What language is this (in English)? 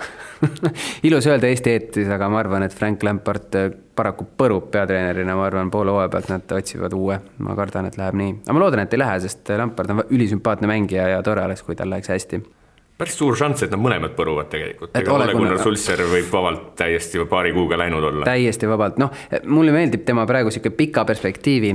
Estonian